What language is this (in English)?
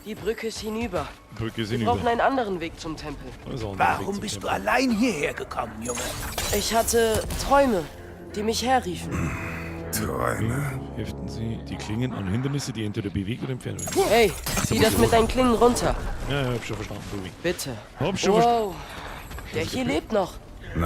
Bavarian